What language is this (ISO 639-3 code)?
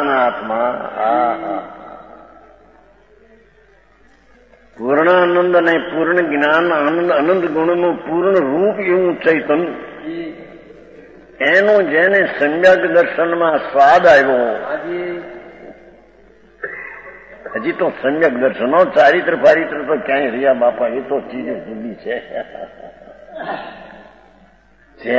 guj